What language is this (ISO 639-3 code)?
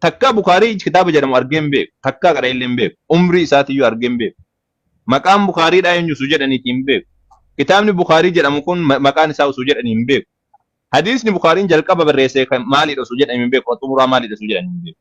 orm